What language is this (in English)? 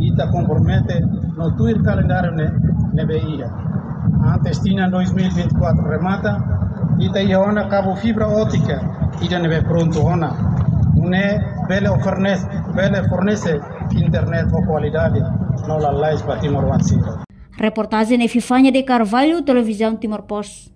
Tetum